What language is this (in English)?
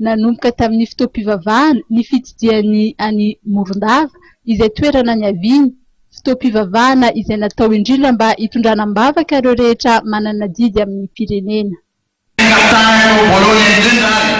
Malagasy